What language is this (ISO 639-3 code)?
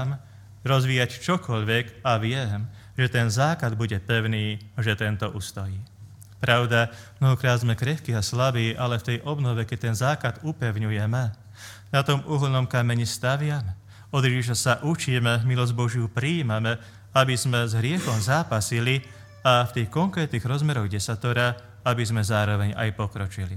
slk